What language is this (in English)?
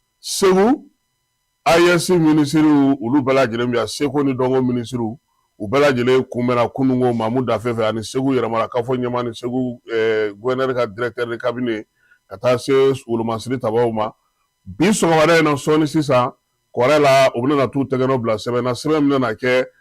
Bambara